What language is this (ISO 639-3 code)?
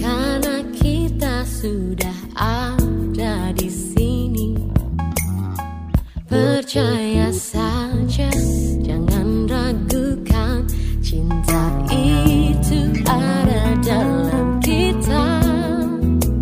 ind